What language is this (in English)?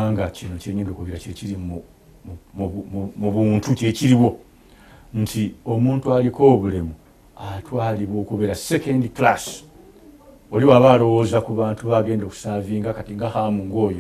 Ganda